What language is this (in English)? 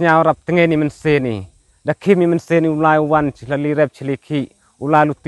Pnar